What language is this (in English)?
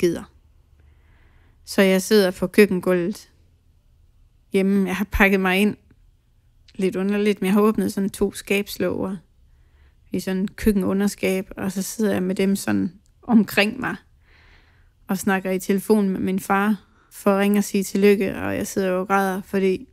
Danish